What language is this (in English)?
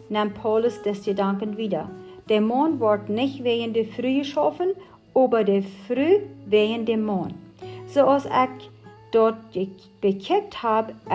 Plautdietsch